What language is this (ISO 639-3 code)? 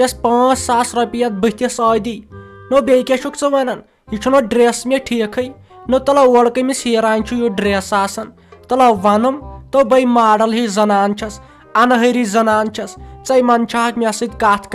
kas